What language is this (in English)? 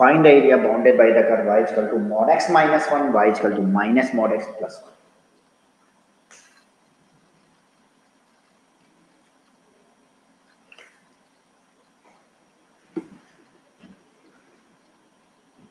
Hindi